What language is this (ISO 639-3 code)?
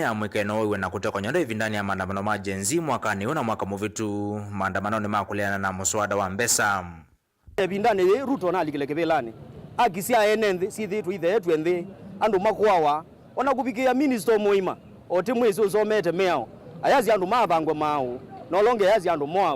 kam